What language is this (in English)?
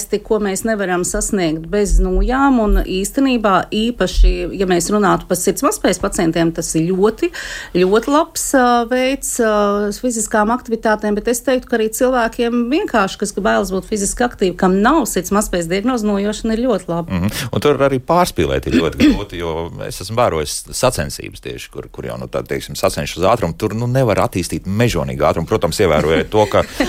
Latvian